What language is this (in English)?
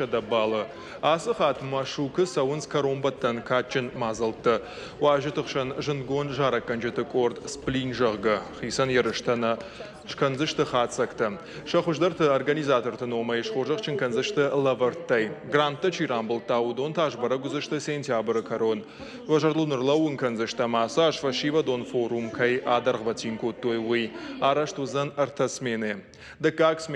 Ossetic